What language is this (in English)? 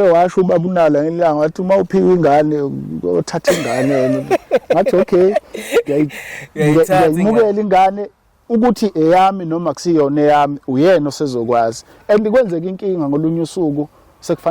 Zulu